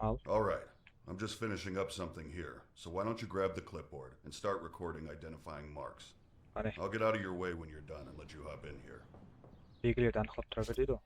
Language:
Kara-Kalpak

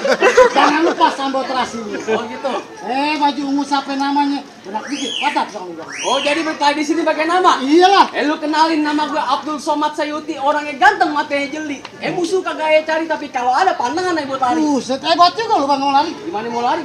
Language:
Betawi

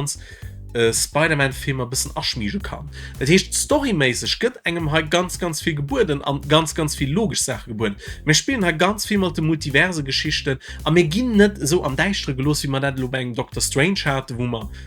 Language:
Luxembourgish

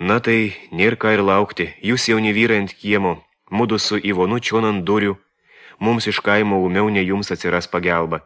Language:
Lithuanian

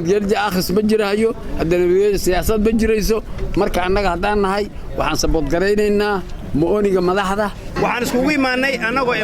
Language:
Somali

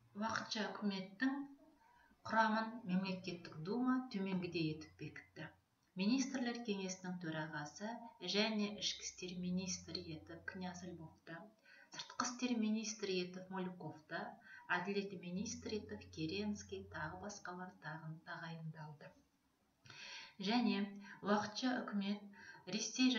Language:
Kazakh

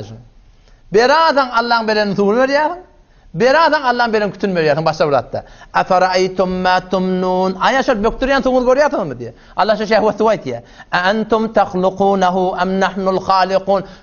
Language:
Turkmen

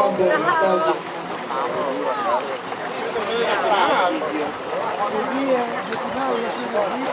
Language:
Italian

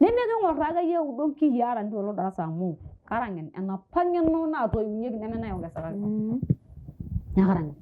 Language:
Masai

